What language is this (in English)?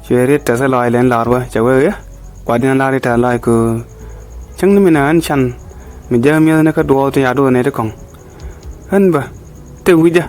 Nuer